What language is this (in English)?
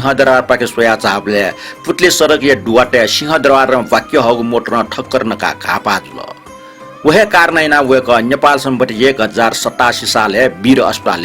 Newari